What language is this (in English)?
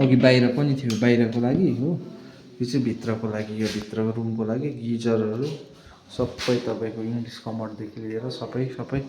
Nepali